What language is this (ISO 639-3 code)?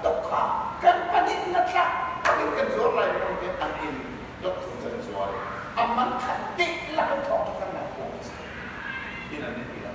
cnh